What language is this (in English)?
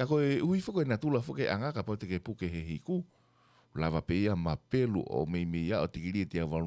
Tongan